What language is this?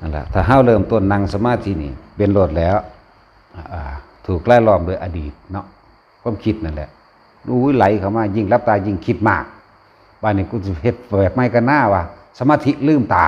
Northeastern Thai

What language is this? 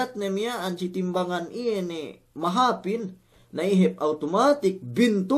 Yakan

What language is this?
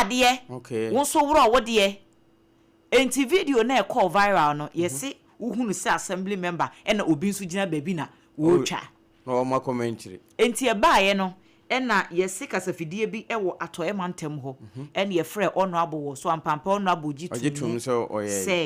Akan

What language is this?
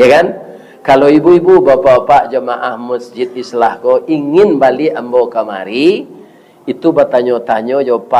Minangkabau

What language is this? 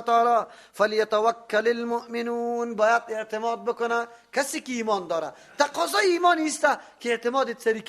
Persian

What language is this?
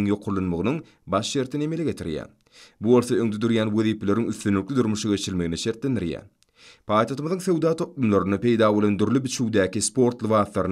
Turkmen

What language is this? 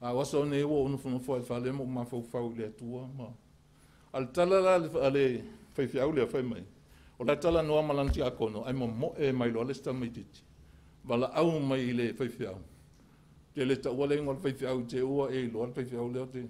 Samoan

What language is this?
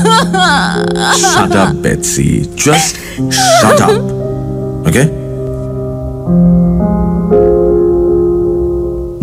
Bangla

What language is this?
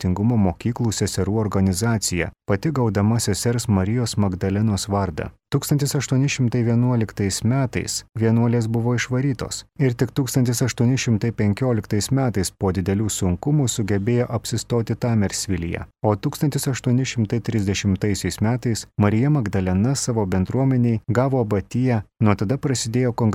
Lithuanian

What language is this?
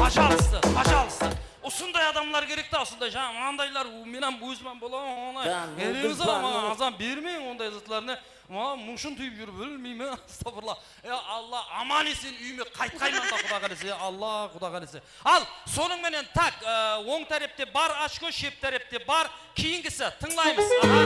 Kara-Kalpak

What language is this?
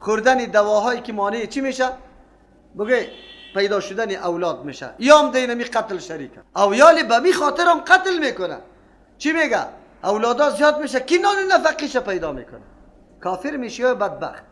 Persian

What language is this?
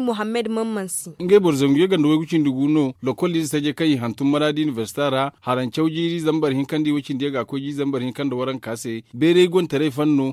Zarma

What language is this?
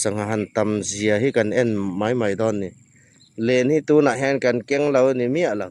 Hmar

